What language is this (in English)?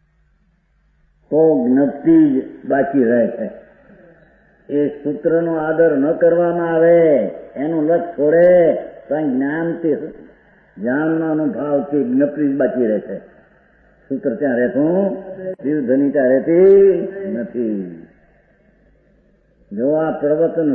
Gujarati